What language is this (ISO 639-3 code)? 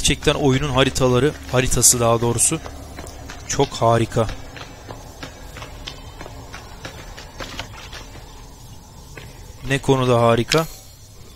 tur